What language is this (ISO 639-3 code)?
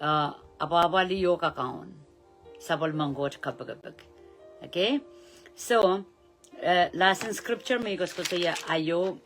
pon